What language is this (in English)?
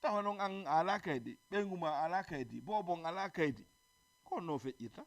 Fula